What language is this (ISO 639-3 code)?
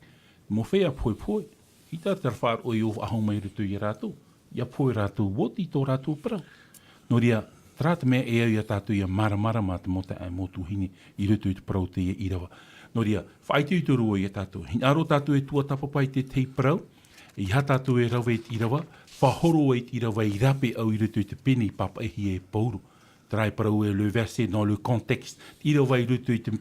tah